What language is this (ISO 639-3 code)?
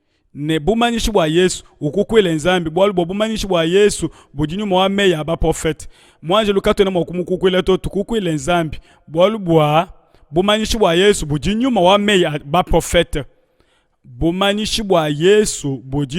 lua